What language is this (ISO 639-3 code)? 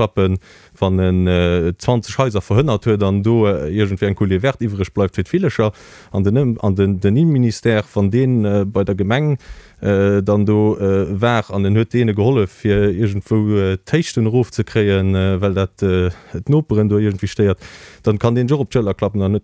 ltz